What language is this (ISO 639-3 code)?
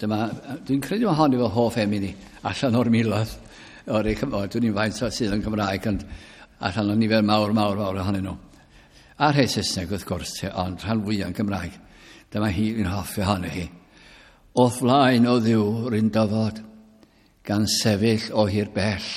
cym